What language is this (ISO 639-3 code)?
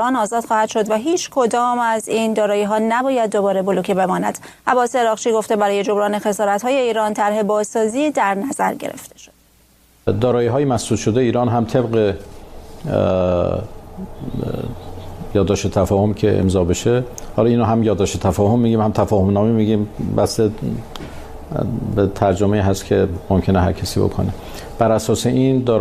fas